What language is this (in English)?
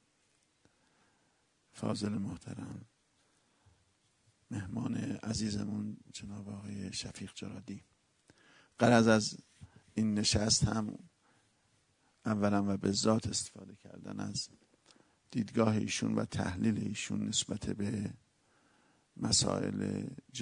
Persian